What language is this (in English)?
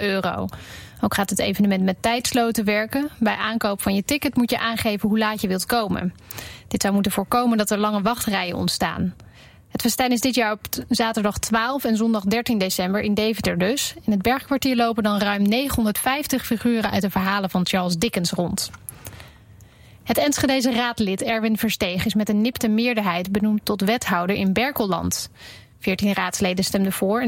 Dutch